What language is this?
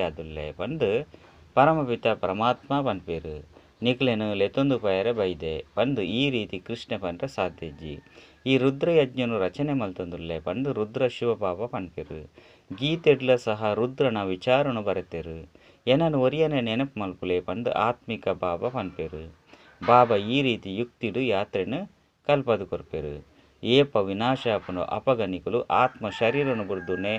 Tulu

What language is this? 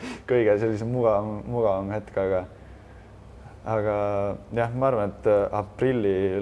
Estonian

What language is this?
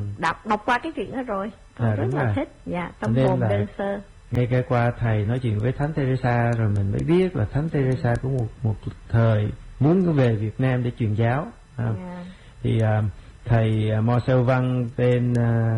Vietnamese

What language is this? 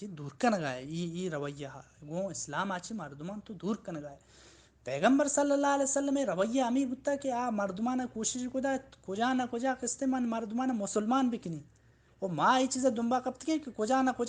Baluchi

